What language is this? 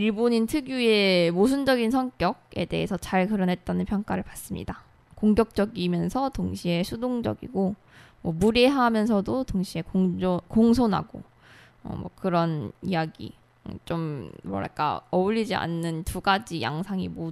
Korean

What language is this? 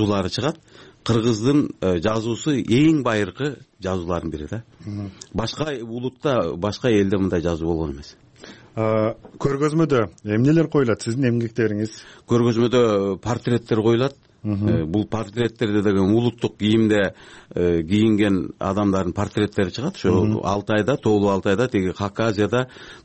Kyrgyz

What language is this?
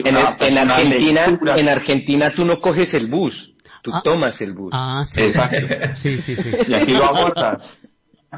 Spanish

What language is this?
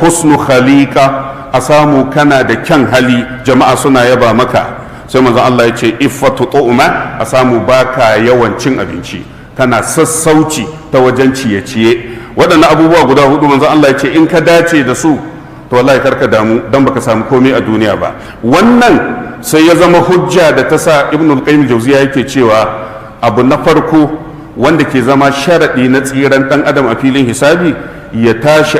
Hausa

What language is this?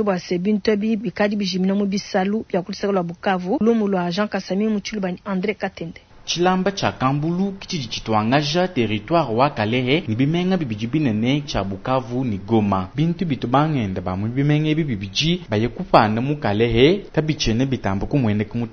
Luba-Lulua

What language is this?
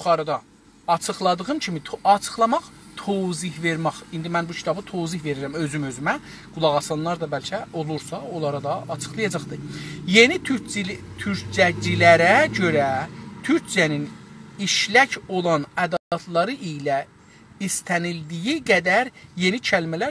South Azerbaijani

